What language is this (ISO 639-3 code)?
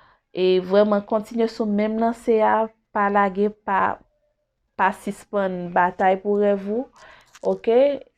hat